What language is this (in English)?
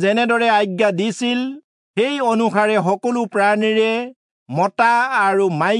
Assamese